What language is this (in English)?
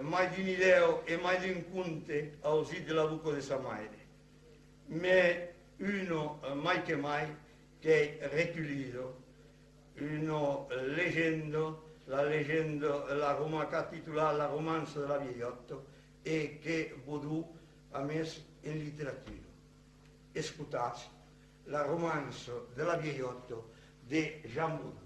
Occitan